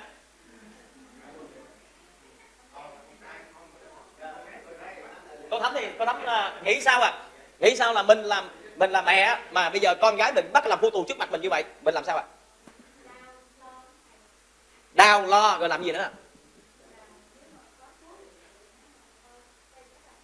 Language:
Vietnamese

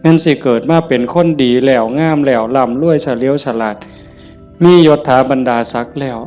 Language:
Northeastern Thai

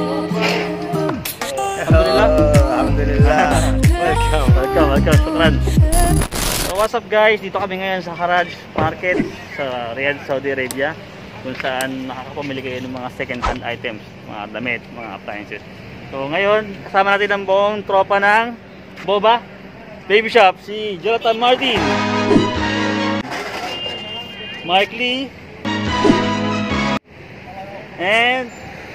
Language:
Filipino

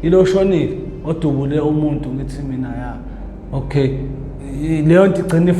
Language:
Zulu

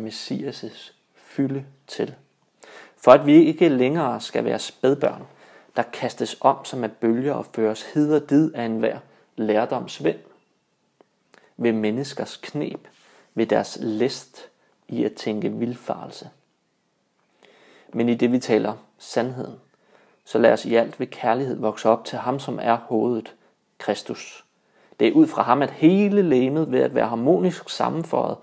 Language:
Danish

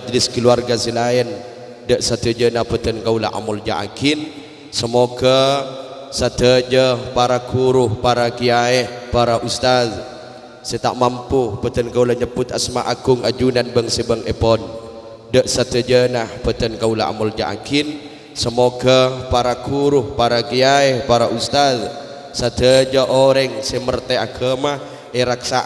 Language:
Madurese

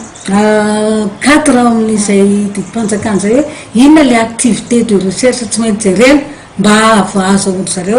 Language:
Malagasy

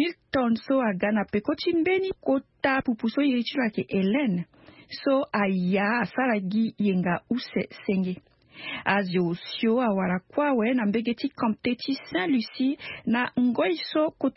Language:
Sango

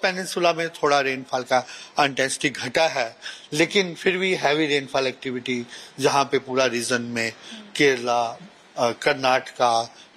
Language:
Hindi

